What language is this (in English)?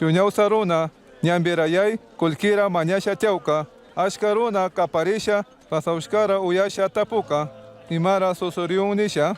Chimborazo Highland Quichua